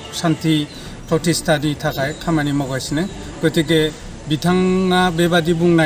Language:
Bodo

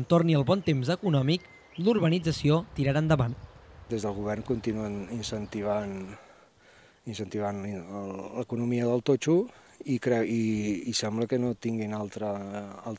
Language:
Catalan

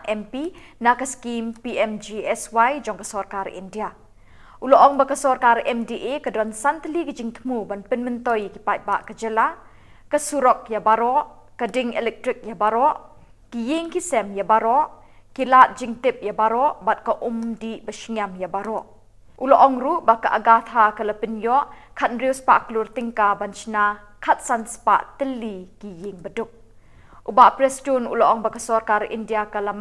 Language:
Khasi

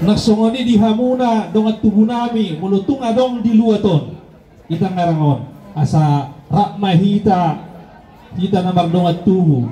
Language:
Batak Toba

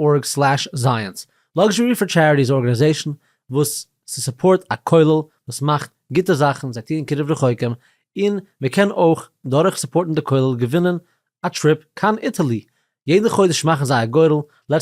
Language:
Yiddish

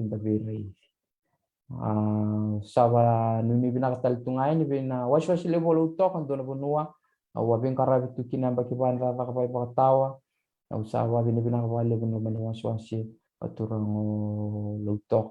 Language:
Fijian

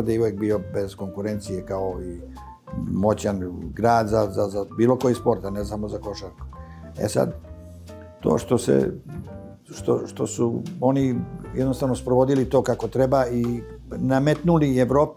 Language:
Bosnian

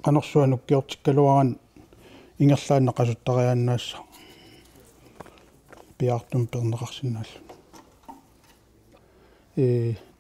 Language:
Kalaallisut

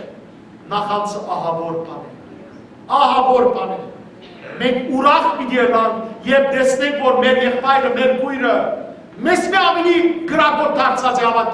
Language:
Western Armenian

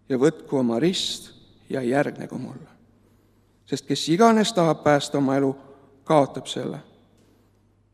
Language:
Estonian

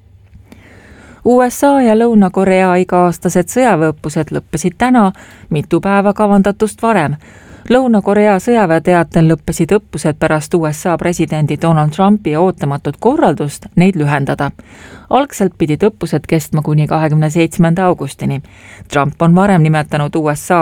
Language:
Estonian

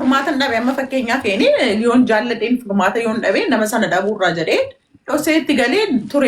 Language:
Oromo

